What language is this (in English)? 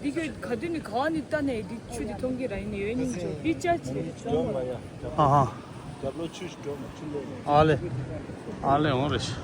Tibetan